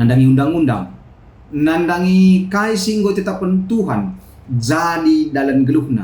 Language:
Batak Karo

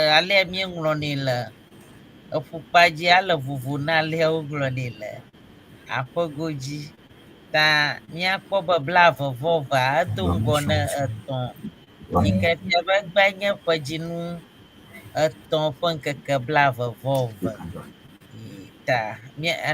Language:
Ewe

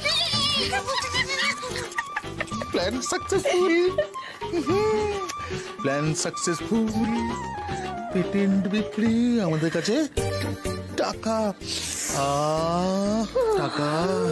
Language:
Bangla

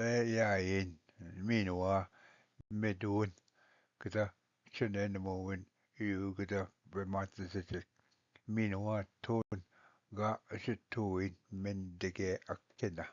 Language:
Ojibwa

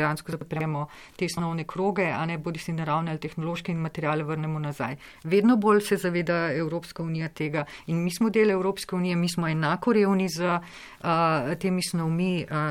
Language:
Slovenian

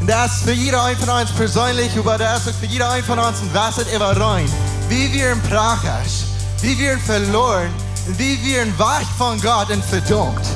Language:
Plautdietsch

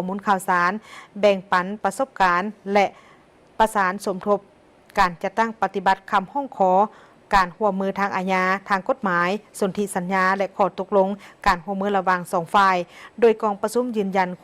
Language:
Lao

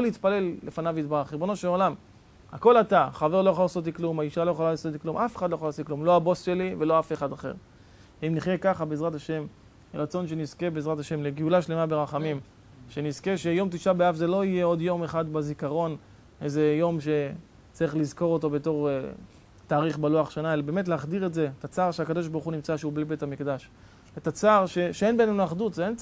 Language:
Hebrew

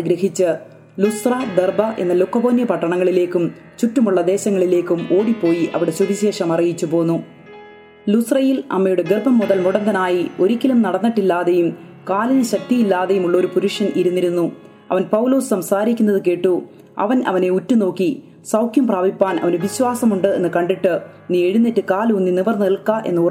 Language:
Malayalam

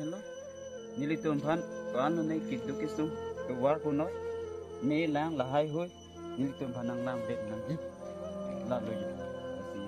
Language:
Karbi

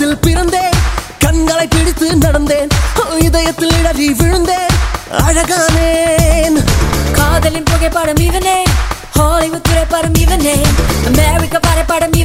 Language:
Tamil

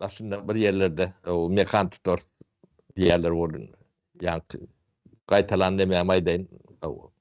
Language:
Turkmen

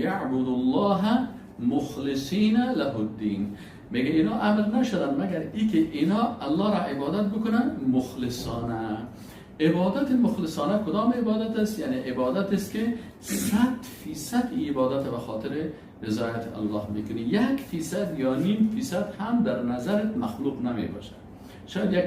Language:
Persian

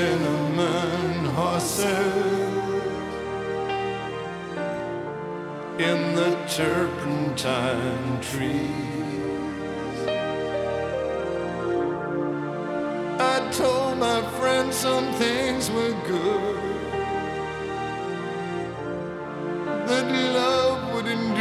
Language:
English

